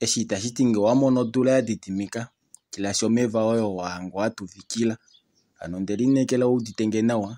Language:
Kuanyama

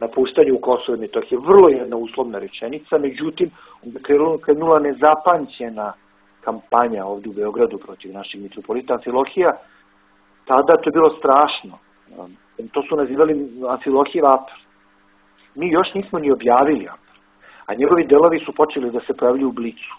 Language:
Serbian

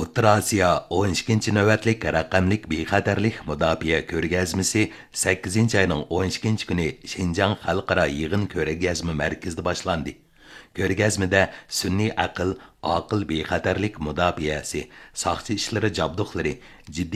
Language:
Uyghur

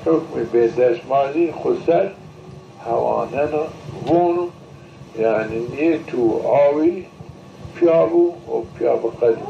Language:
Zaza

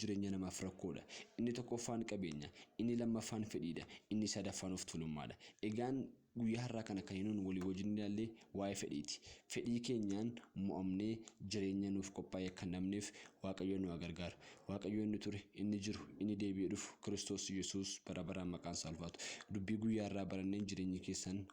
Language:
Oromo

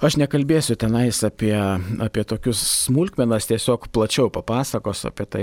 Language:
Lithuanian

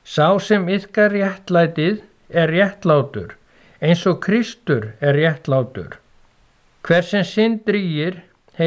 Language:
Icelandic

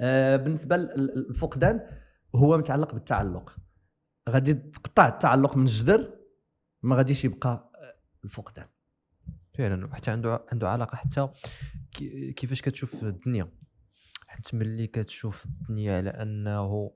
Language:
Moroccan Arabic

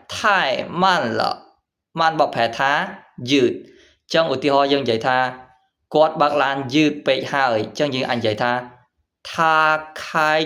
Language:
Khmer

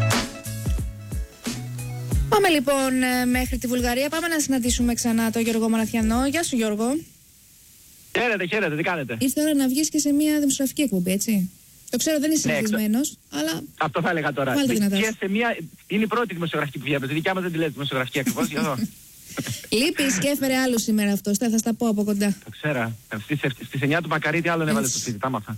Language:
Greek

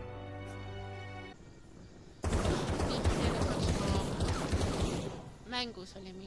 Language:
Estonian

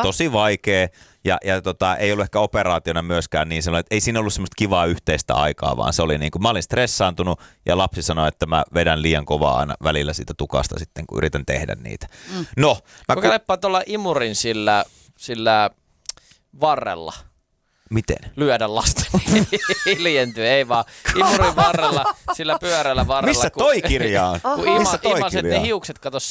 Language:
Finnish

